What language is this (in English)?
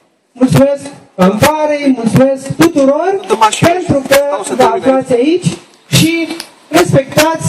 Romanian